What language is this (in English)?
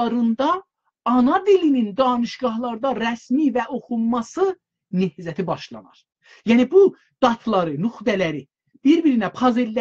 South Azerbaijani